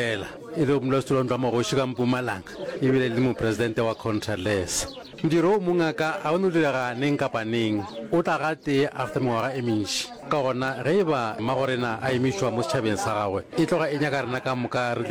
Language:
Northern Sotho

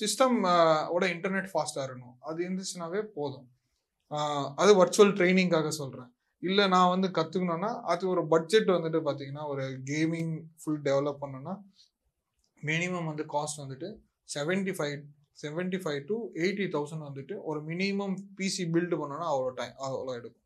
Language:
Tamil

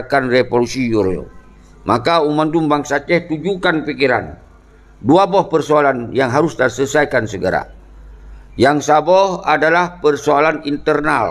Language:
Achinese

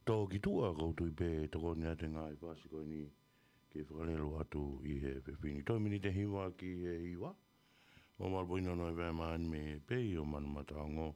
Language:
Tongan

